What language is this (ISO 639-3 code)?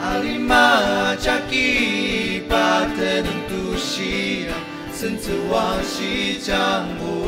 njo